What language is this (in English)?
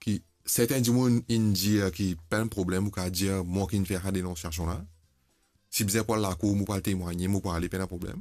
Morisyen